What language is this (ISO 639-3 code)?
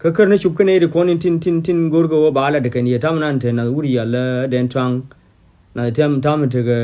nus